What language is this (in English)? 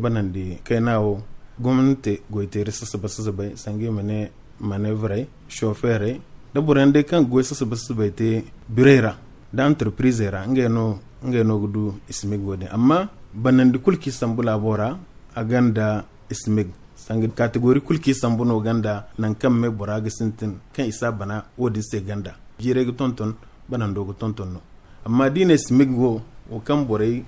Zarma